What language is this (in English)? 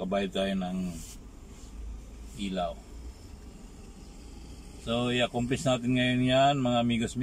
Filipino